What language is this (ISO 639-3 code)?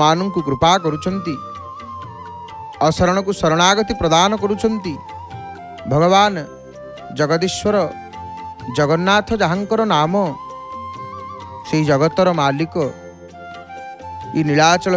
ori